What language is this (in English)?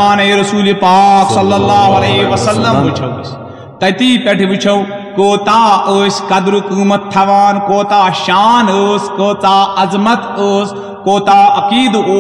Kashmiri